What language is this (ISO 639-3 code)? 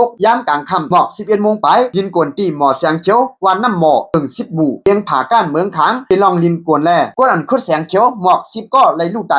shn